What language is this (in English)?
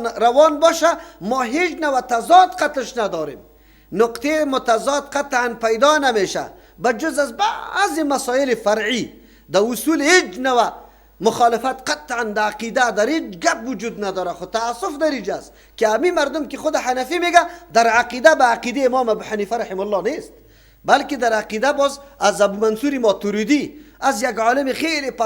Persian